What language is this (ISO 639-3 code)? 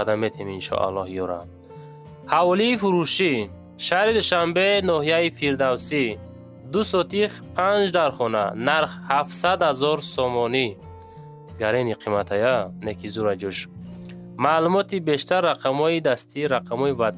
tgk